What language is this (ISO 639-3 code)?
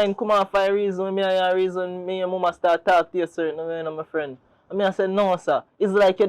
jam